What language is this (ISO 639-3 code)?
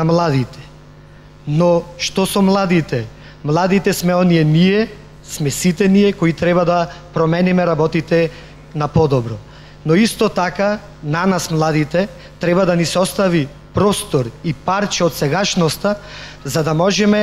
mkd